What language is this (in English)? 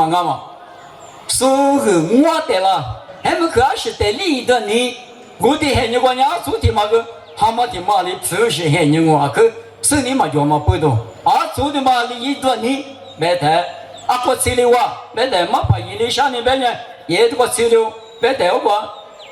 Lisu